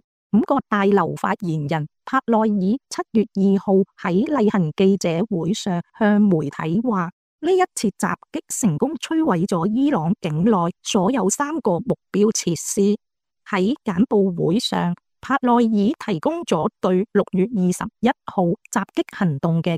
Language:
Cantonese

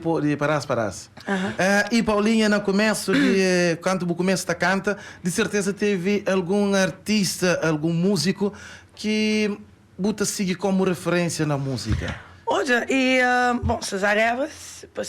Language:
Kabuverdianu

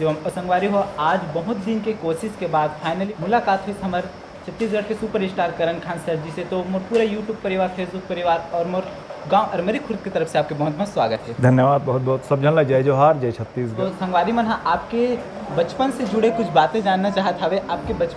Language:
Chhattisgarhi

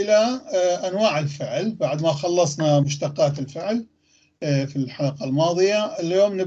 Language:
North Levantine Arabic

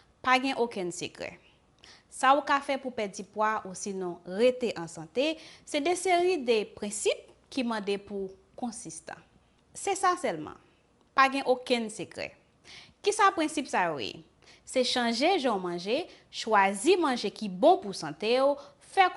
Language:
Haitian Creole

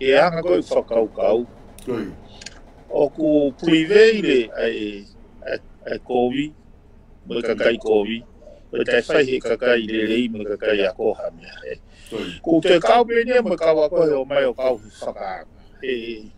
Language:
Tongan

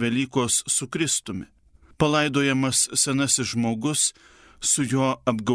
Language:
Lithuanian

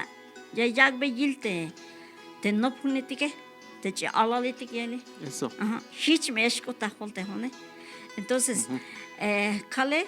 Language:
Tzeltal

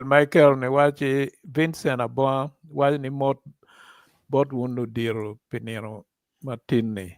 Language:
Acoli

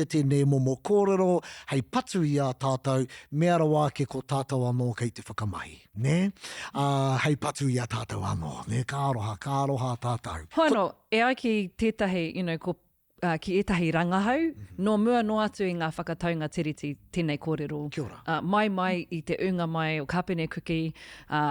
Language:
Māori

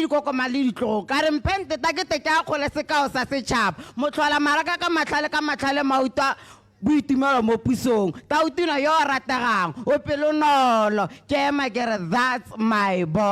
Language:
Tswana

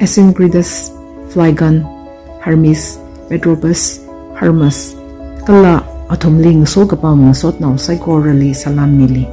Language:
Tangkhul Naga (India)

